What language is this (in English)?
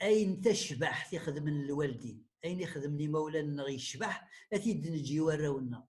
Kabyle